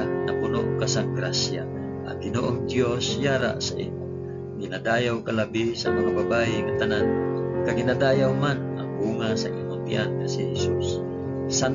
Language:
Hiligaynon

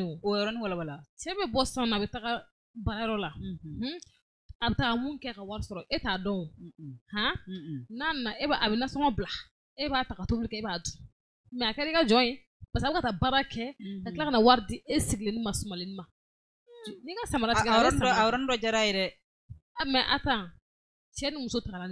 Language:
Bambara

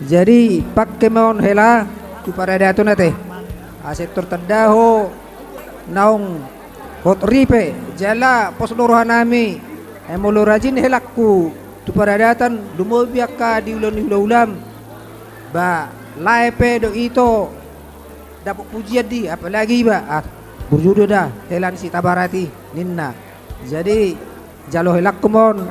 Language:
Batak Toba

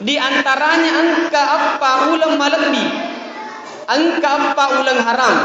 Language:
Buginese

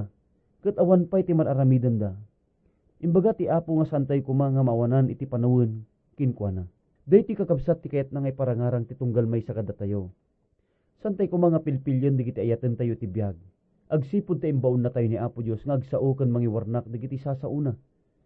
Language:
Iloko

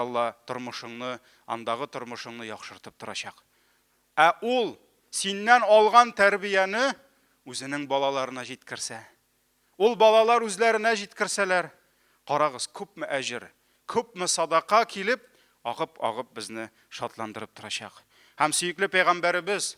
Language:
Tatar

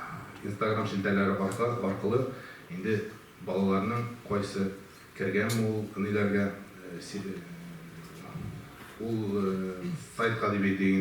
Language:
Tatar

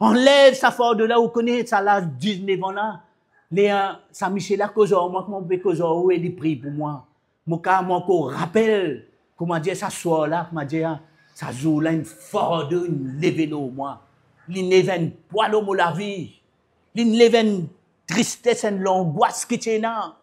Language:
Morisyen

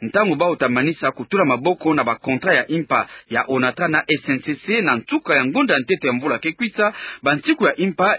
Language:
Kituba (Democratic Republic of Congo)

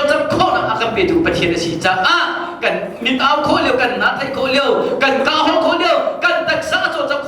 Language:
Hakha Chin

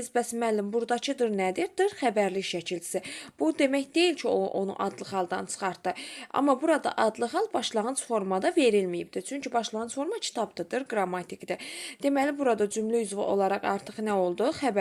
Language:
Azerbaijani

